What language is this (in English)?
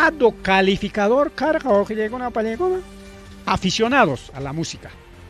Ayacucho Quechua